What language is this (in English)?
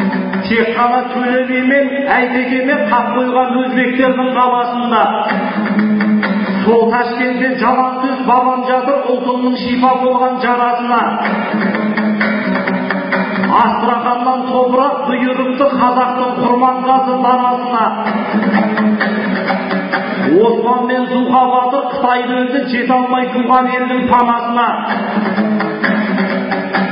Kazakh